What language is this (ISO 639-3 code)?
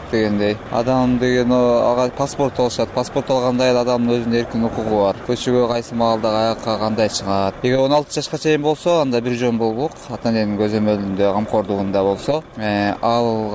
kir